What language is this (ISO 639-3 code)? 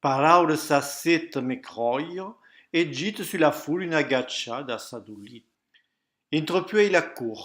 oci